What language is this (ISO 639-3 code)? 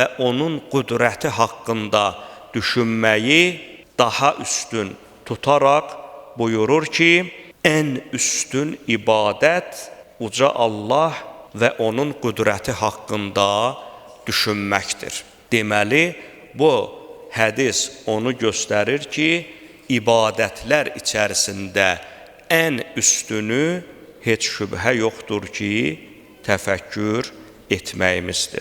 aze